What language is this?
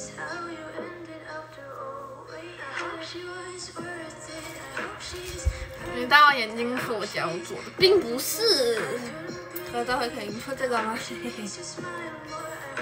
Chinese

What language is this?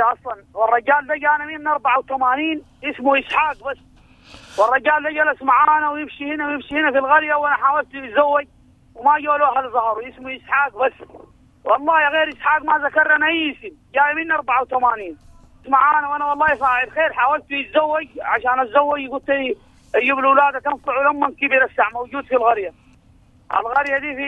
Sudanese Arabic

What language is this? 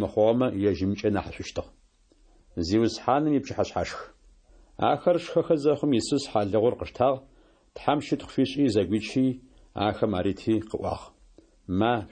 Adyghe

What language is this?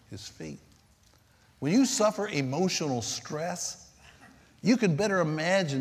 English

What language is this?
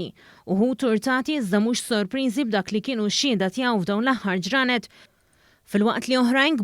Maltese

